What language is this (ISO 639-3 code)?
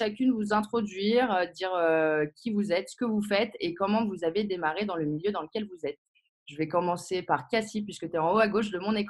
fra